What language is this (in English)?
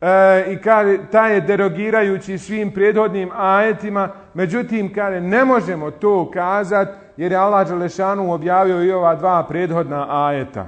Bosnian